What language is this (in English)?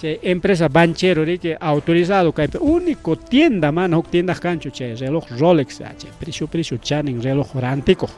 Ayacucho Quechua